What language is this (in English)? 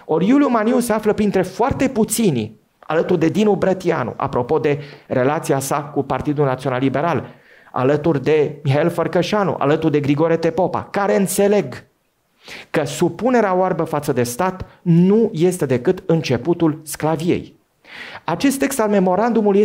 Romanian